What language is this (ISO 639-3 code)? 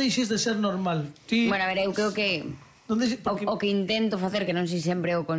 glg